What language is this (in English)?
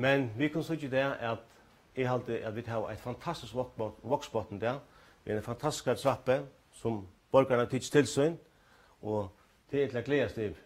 Faroese